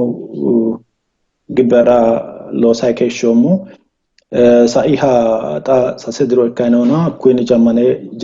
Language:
Sidamo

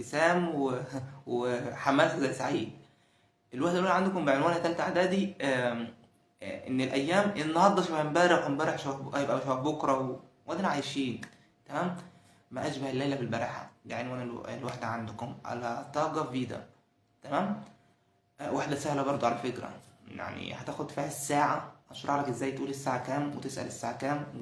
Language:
Egyptian Arabic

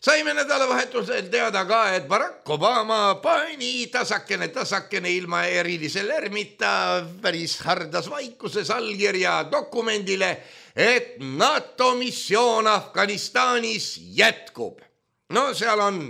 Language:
Estonian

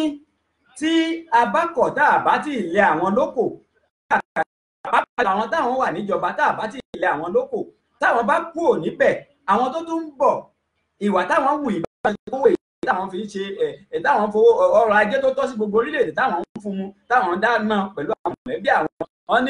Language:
Yoruba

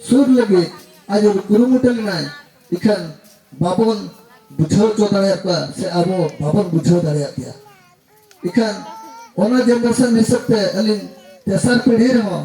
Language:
Santali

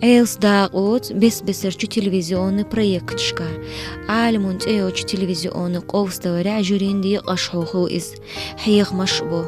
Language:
Chechen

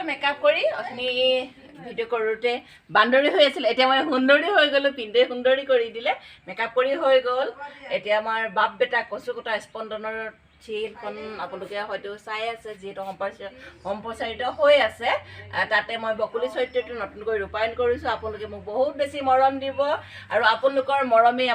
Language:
Assamese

